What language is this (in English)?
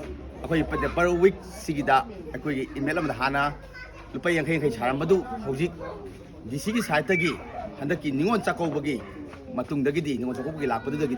Manipuri